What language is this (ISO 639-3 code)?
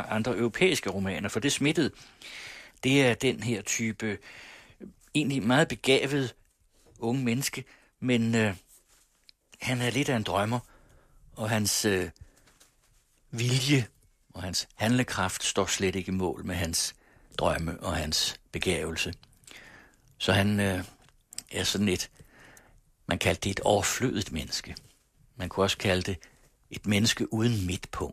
dan